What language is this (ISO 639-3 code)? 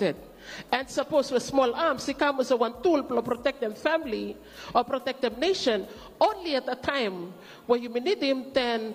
bis